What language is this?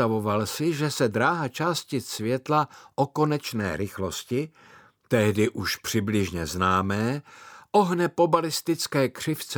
Czech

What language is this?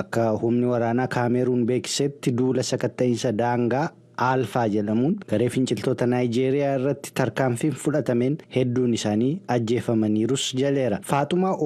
Oromo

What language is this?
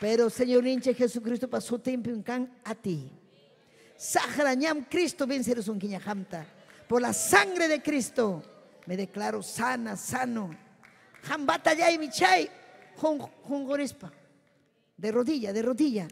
Ayacucho Quechua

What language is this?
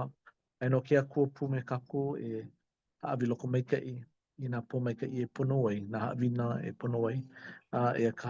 Hawaiian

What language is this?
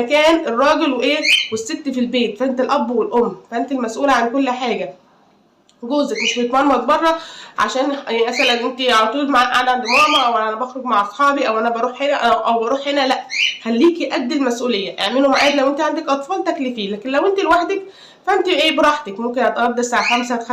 Egyptian Arabic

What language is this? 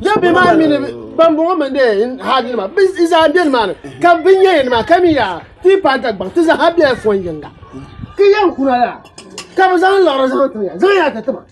Dagbani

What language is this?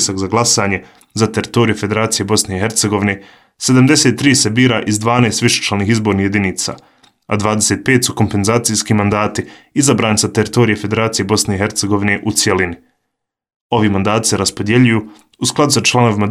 Bosnian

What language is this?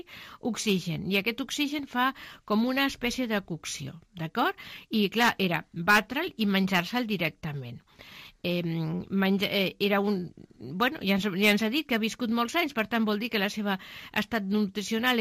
Catalan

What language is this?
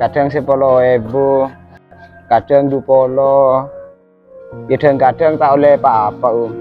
Madurese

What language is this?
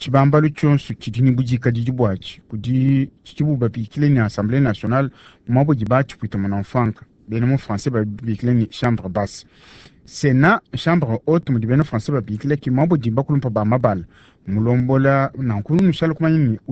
Luba-Lulua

